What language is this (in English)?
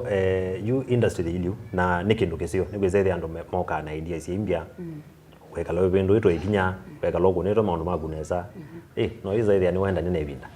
Kamba